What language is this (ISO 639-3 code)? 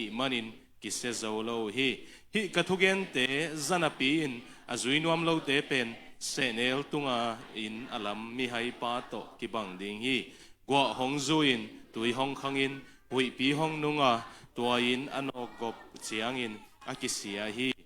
ctd